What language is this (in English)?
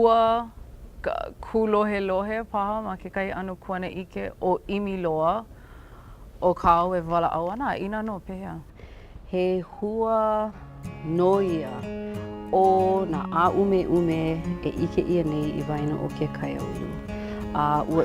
Hawaiian